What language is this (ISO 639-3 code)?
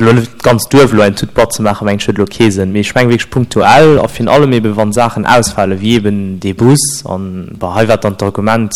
ltz